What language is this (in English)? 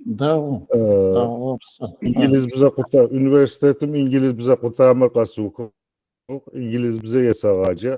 Adyghe